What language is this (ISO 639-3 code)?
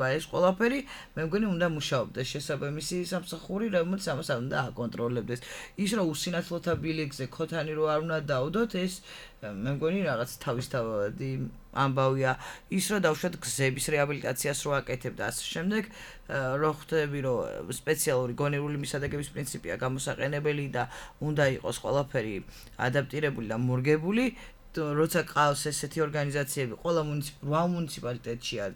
kat